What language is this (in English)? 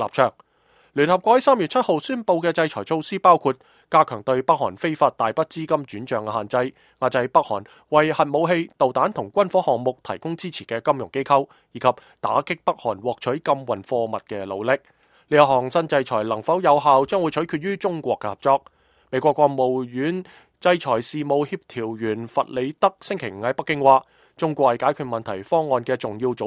Cantonese